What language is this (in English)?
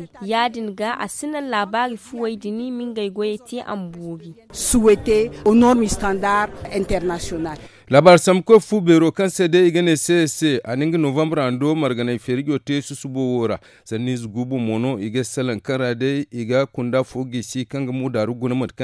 Zarma